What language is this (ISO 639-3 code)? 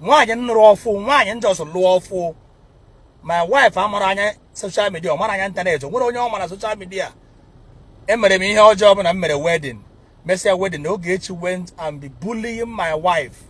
ibo